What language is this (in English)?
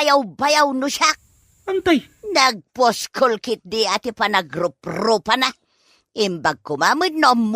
Iloko